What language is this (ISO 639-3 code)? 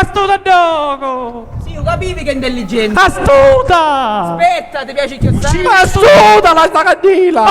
scn